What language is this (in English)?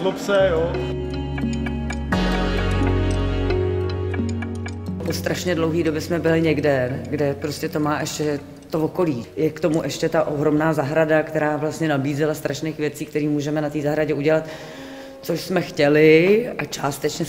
Czech